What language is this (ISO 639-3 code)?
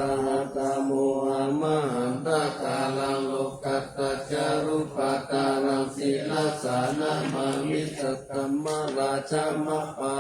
pli